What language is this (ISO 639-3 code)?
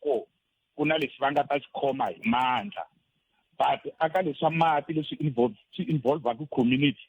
tso